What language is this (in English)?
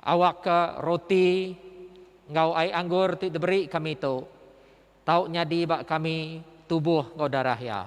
Iban